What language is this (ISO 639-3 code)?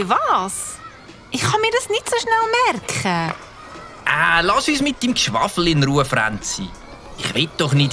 gsw